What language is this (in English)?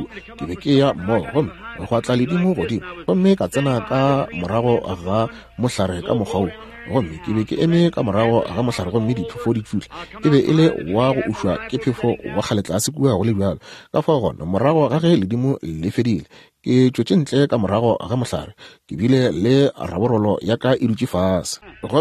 Northern Sotho